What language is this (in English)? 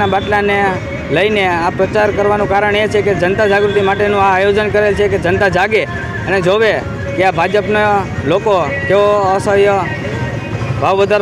Gujarati